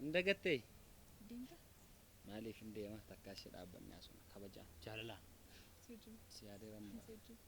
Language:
Oromo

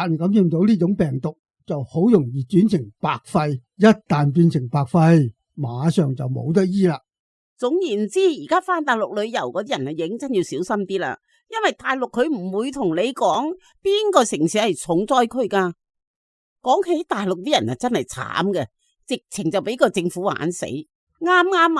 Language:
Cantonese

